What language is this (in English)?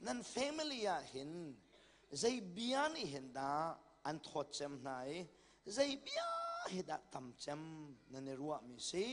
Hakha Chin